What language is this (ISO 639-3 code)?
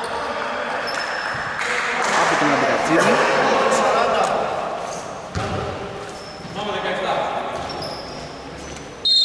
ell